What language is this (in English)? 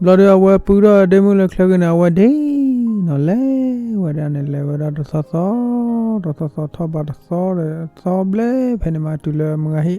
S'gaw Karen